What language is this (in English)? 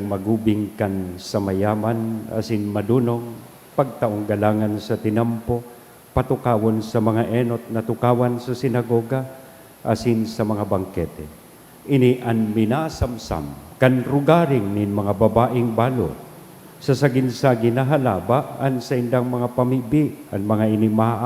Bikol